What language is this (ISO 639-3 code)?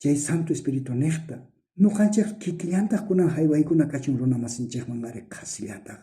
quh